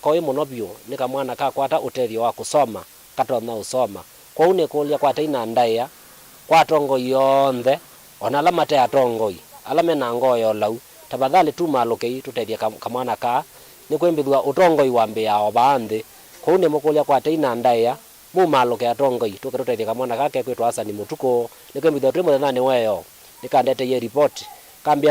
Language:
Kamba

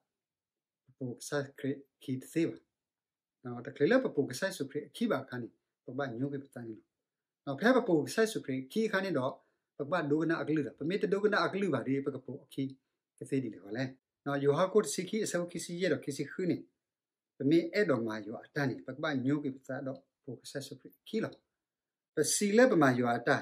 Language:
S'gaw Karen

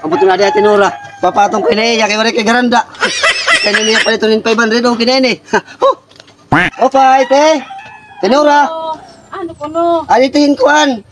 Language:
Waray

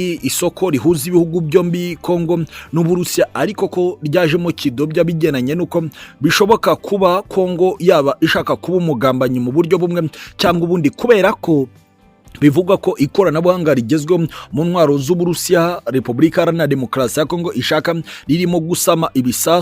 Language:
Kinyarwanda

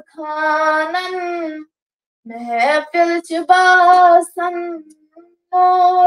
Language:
Kashmiri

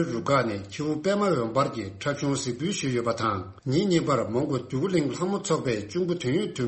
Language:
Tibetan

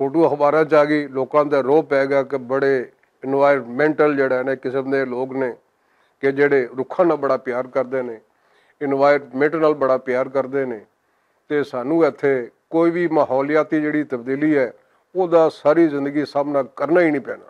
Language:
Western Panjabi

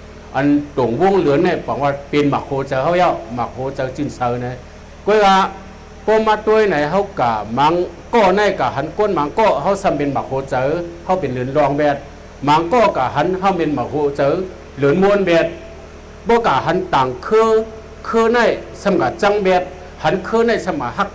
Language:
Shan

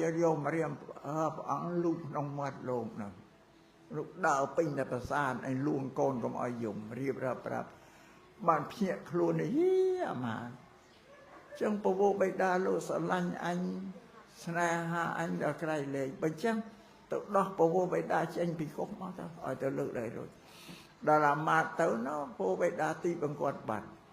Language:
Khmer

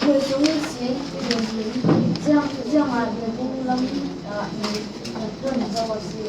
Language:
Falam Chin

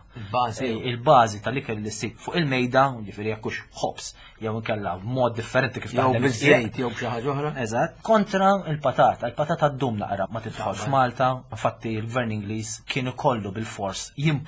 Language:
Maltese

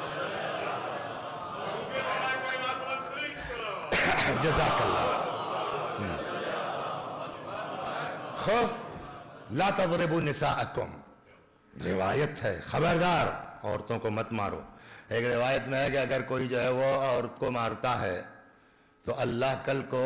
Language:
Urdu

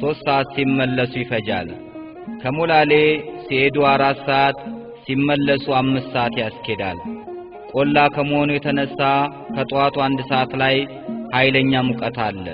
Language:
Amharic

